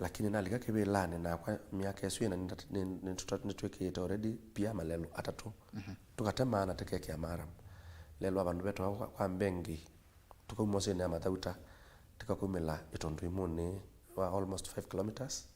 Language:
Kamba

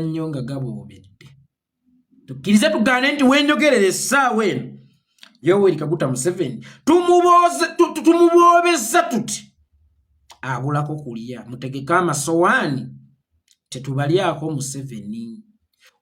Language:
Ganda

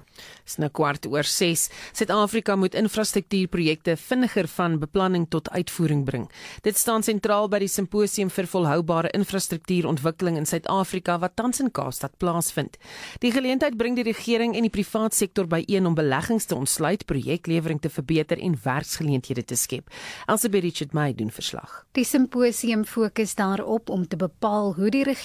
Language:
Afrikaans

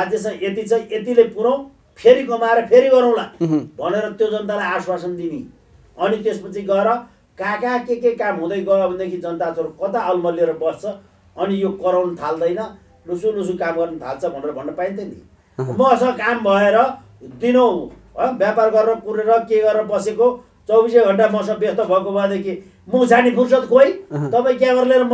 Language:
Nepali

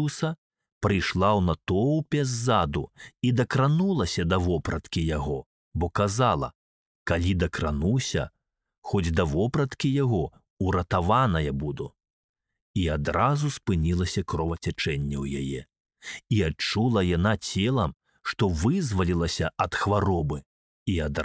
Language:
Belarusian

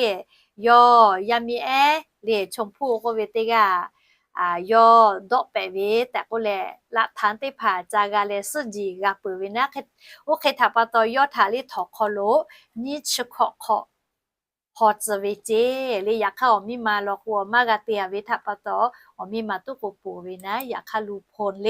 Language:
Lahu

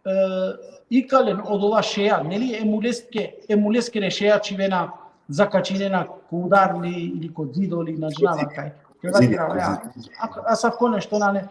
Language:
Balkan Romani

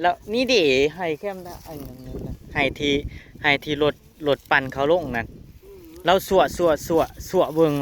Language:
Northeastern Thai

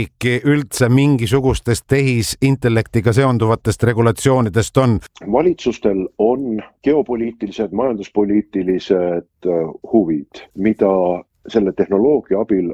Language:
Estonian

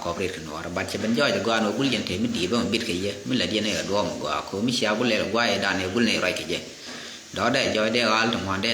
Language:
Nuer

